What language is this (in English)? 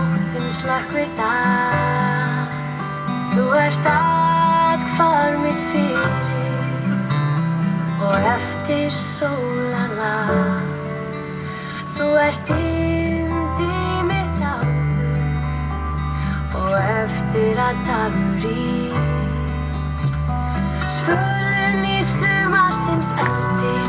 Icelandic